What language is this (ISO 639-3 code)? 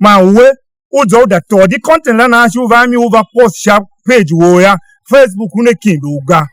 tiv